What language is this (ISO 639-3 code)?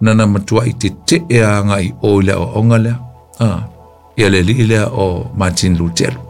smo